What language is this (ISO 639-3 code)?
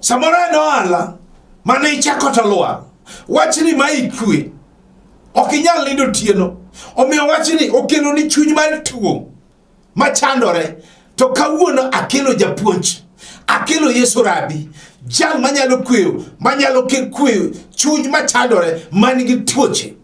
luo